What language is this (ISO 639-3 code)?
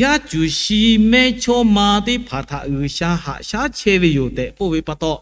lhu